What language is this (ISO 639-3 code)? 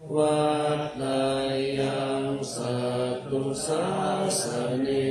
pli